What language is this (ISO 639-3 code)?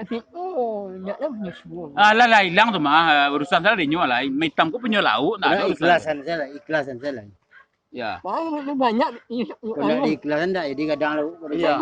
min